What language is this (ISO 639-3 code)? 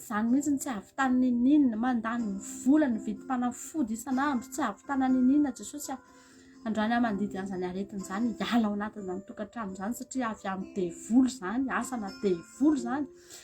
mlg